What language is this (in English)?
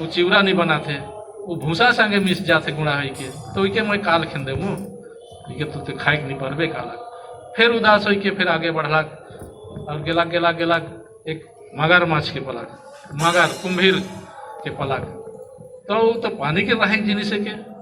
Sadri